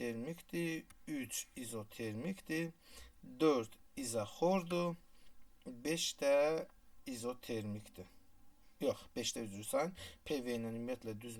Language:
Azerbaijani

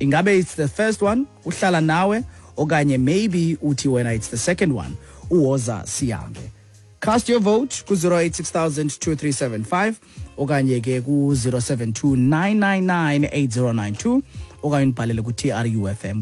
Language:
Xhosa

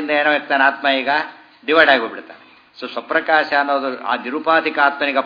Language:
Kannada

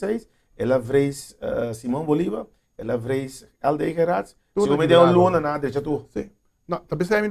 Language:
Papiamento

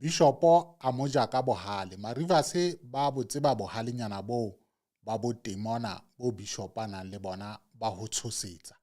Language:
Southern Sotho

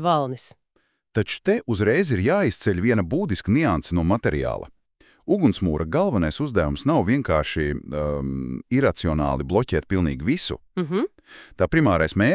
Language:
Latvian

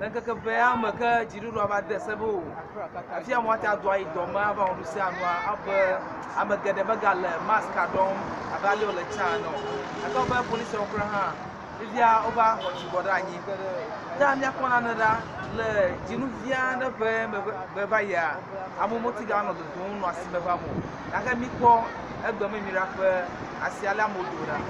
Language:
Ewe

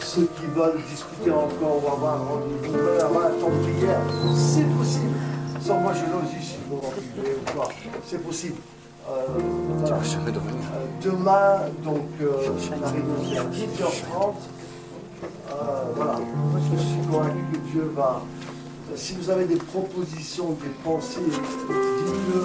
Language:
French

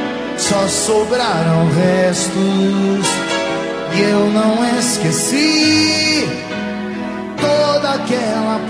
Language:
Portuguese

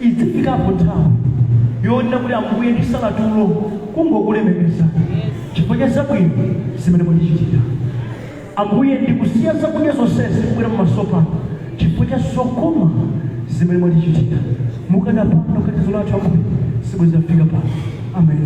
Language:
Nyanja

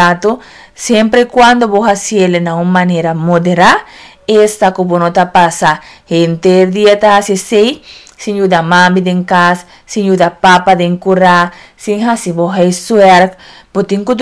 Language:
Papiamento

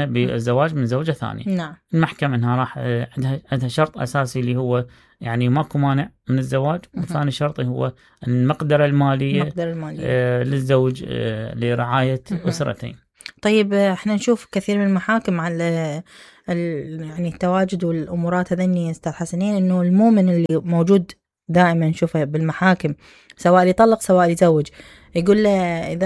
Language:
Mesopotamian Arabic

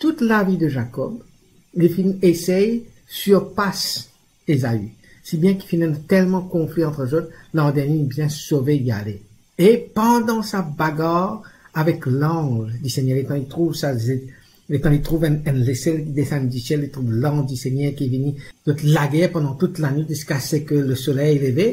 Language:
Morisyen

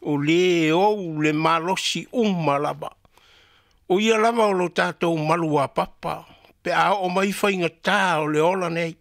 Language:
Samoan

